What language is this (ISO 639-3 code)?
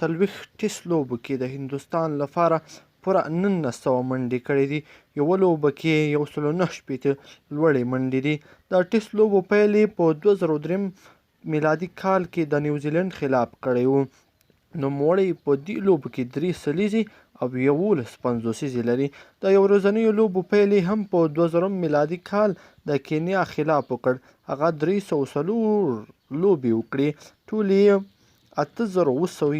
pus